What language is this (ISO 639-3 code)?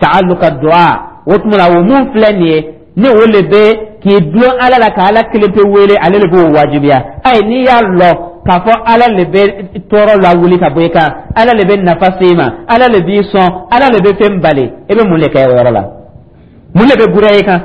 dyu